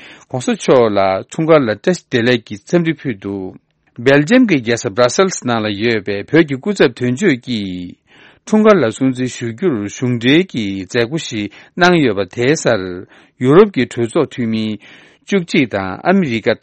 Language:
Tibetan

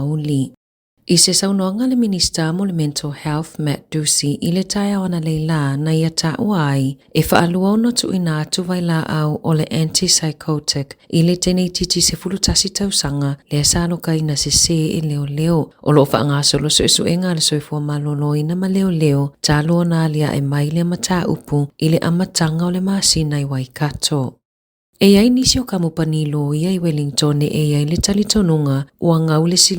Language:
Samoan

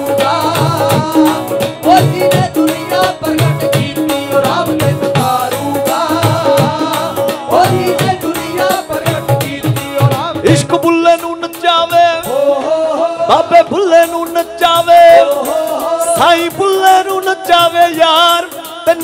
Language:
Punjabi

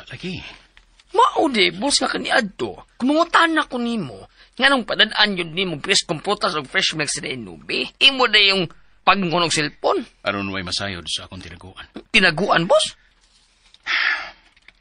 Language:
Cebuano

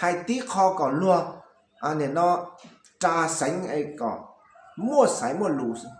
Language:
Hmong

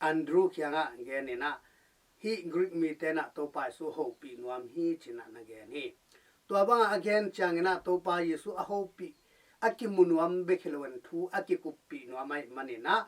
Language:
Tedim Chin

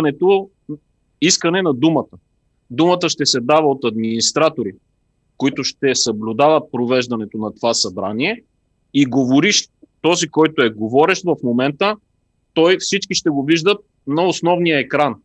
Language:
Bulgarian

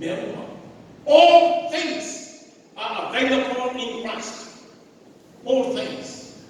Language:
Samoan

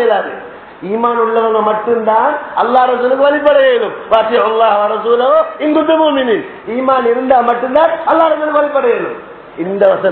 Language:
Tamil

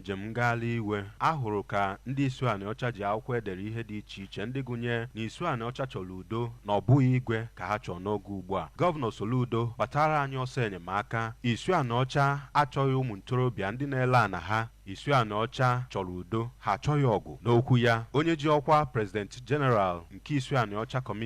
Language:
Igbo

